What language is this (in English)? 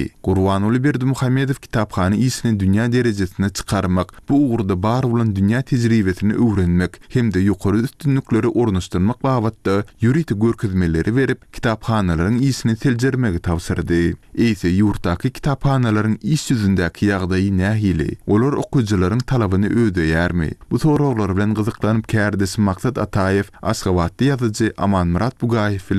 Turkmen